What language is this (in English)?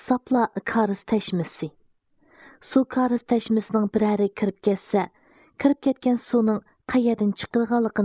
Uyghur